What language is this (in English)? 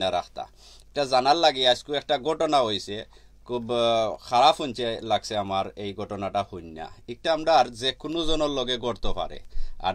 Sylheti